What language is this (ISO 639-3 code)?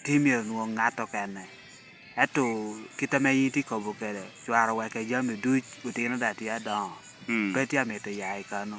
laj